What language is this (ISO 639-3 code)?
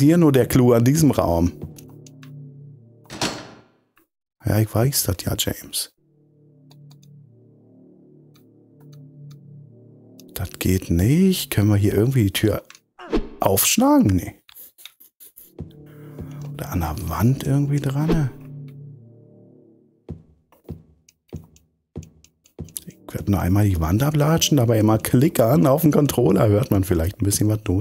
deu